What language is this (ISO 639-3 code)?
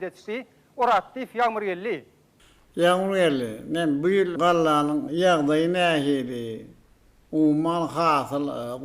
tuk